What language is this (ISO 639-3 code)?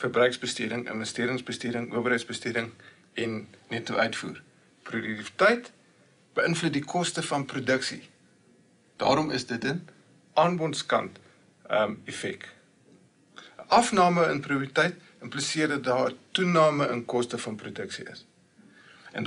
afr